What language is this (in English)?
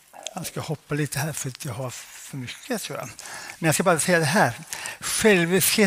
Swedish